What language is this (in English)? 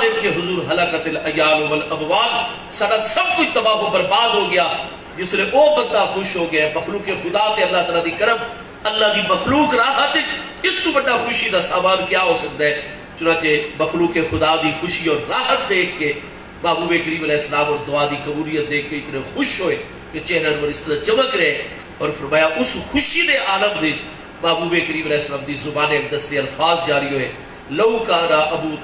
Saraiki